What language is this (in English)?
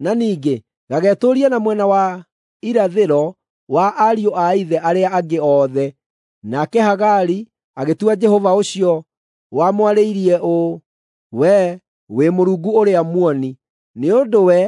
Kikuyu